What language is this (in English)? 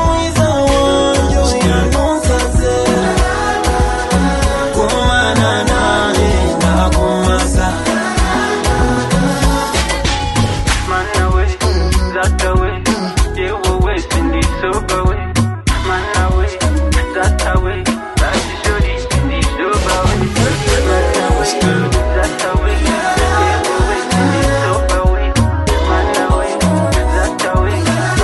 Kinyarwanda